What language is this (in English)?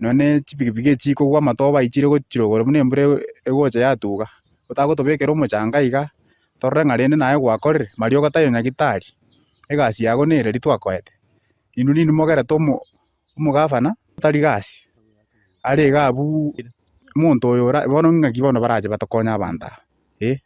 Gusii